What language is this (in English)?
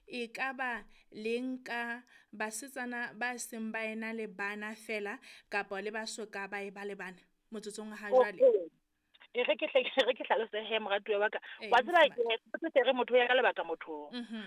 Southern Sotho